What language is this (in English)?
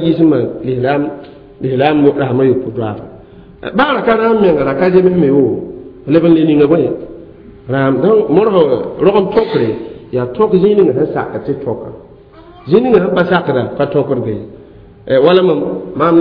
Mossi